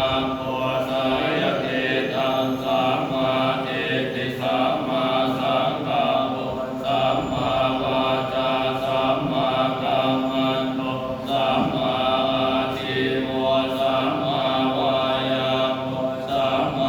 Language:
Pali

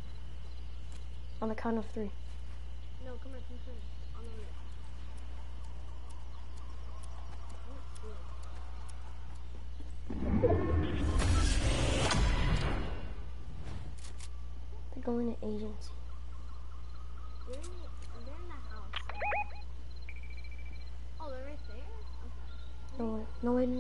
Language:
English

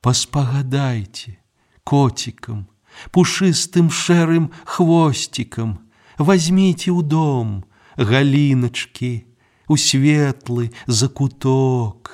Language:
Belarusian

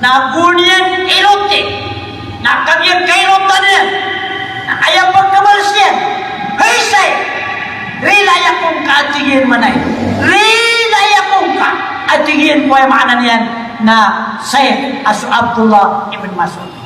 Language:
Maranao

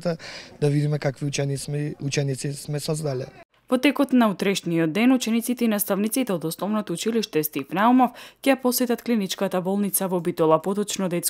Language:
Macedonian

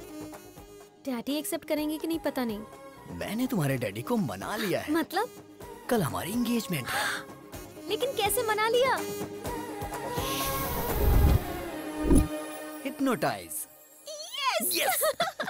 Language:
Hindi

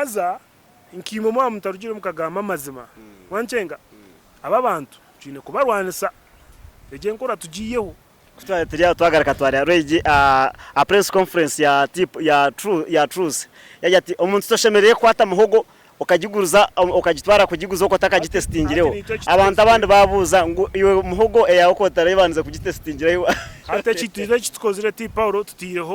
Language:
Nyankole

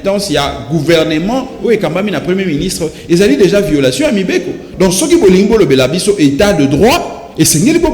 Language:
Lingala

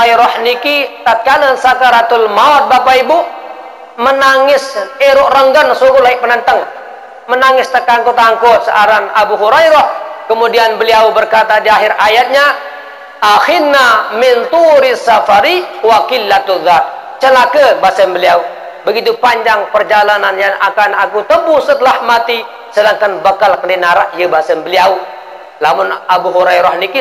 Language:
Sasak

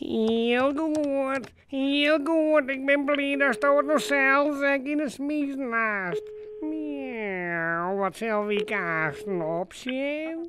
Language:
Western Frisian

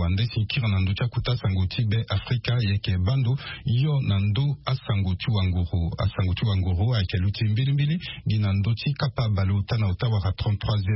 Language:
Sango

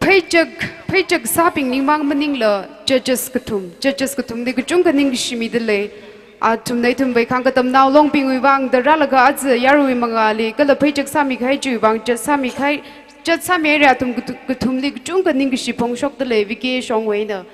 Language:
Tangkhul Naga (India)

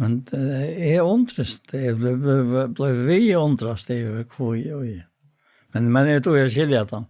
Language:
Faroese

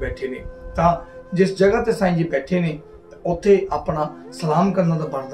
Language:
Punjabi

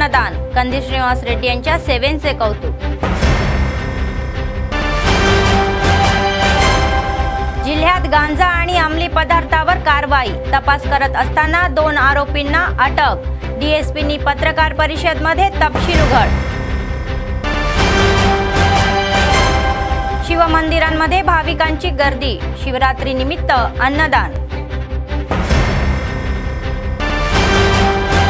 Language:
Marathi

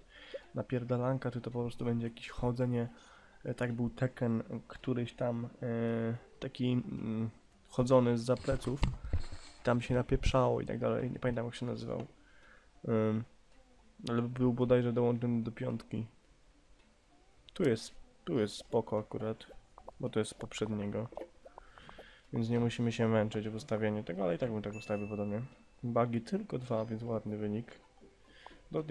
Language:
Polish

